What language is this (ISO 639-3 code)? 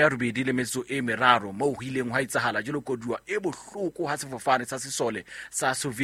sot